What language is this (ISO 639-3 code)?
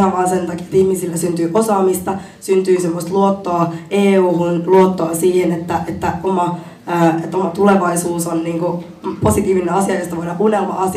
fin